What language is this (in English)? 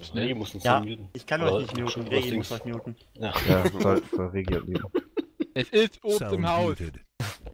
German